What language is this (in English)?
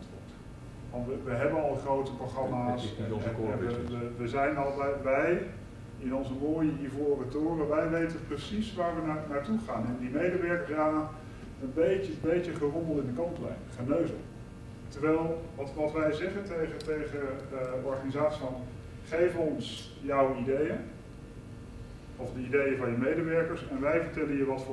Dutch